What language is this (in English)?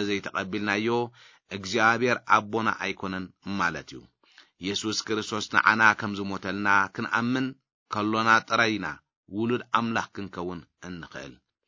Tigrinya